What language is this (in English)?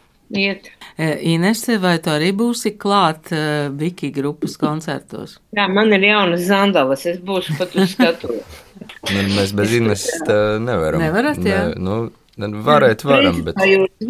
Latvian